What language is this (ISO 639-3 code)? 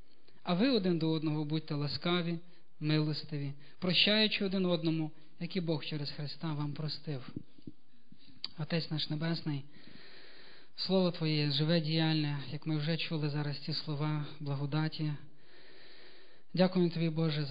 ukr